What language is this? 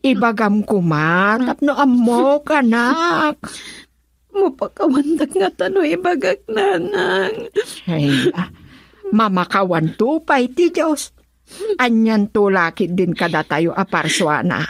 Iloko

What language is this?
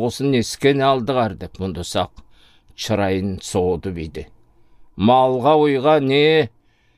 Southern Altai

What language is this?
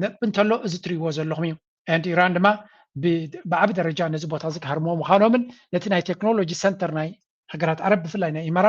Tigrinya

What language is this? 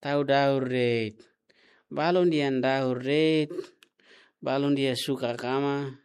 Tetum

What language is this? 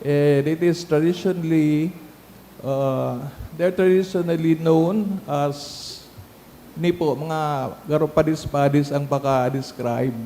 Bikol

